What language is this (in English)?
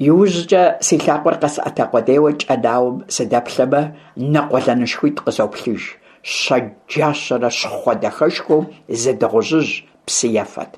Kabardian